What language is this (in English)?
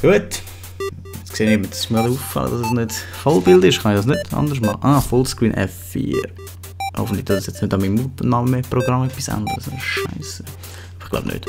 Swiss German